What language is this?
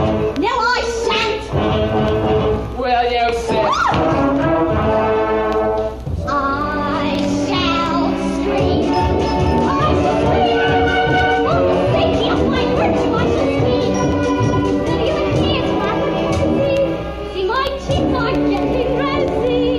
English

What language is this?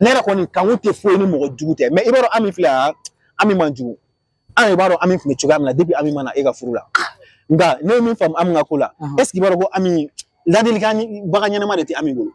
Bambara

